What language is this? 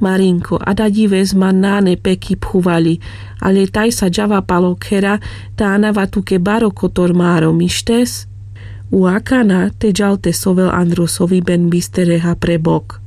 Carpathian Romani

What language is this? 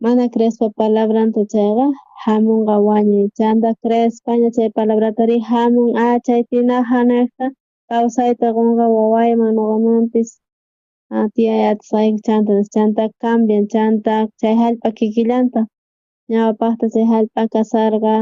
South Bolivian Quechua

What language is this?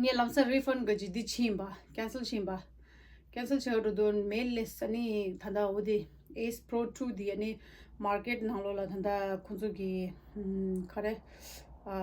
Tibetan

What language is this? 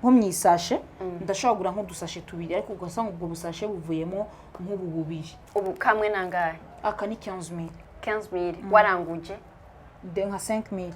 Rundi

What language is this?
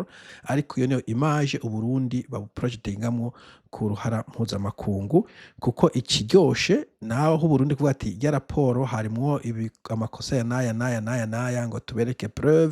Rundi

